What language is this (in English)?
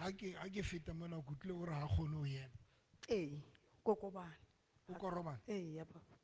Southern Sotho